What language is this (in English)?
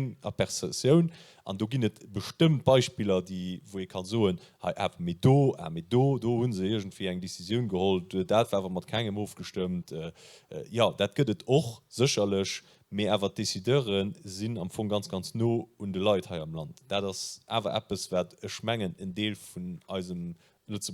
Luxembourgish